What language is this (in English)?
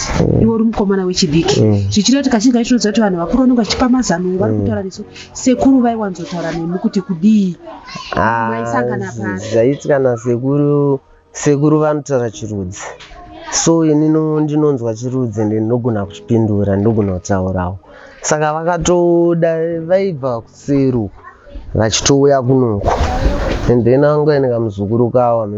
Shona